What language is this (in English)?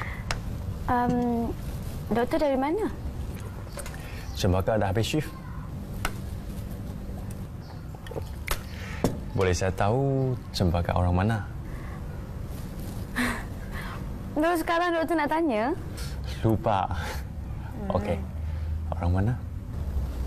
Malay